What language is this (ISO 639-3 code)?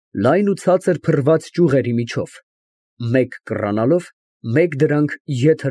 hye